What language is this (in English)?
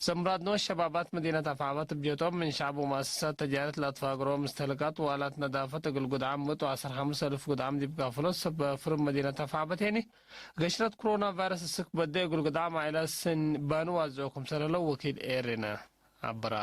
Tigre